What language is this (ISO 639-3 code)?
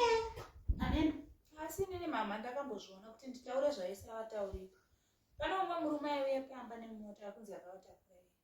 sna